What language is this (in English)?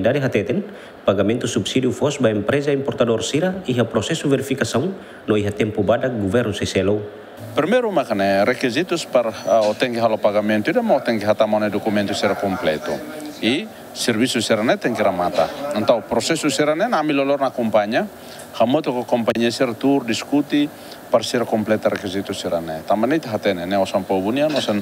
Tetum